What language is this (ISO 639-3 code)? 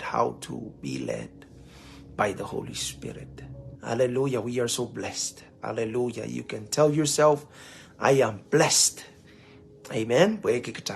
pon